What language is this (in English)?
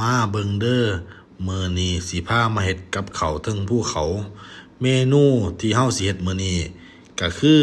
Northeastern Thai